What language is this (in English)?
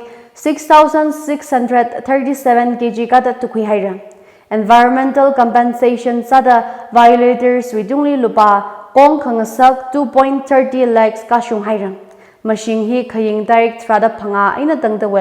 Tangkhul Naga (India)